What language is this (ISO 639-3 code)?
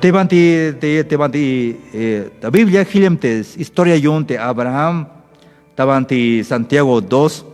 tzh